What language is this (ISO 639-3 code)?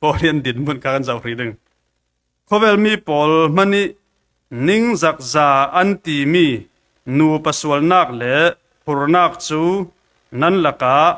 cfm